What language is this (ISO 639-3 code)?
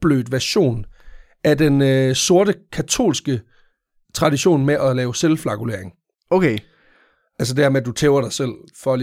dan